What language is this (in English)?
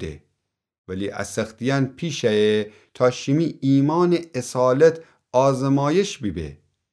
Gilaki